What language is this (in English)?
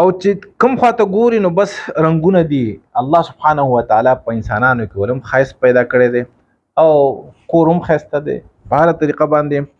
Pashto